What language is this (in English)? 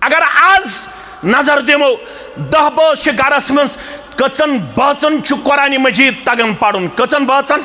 Kashmiri